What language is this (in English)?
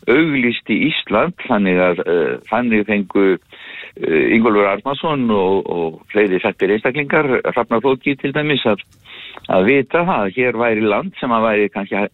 Icelandic